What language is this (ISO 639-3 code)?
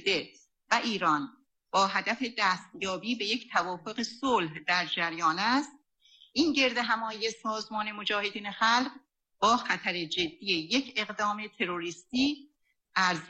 fas